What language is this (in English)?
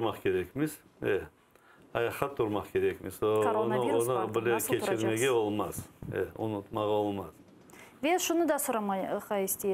Crimean Tatar